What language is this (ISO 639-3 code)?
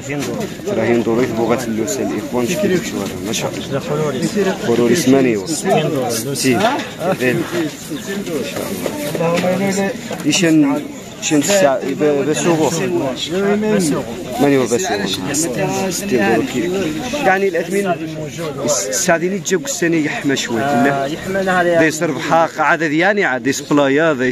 ary